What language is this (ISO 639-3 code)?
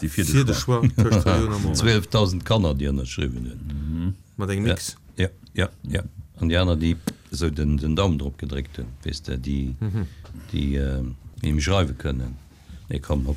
ltz